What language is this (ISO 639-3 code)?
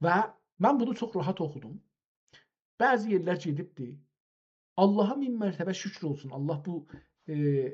azb